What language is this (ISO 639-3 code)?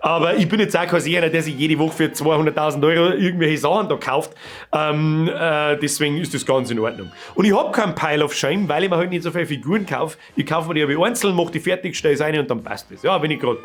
bar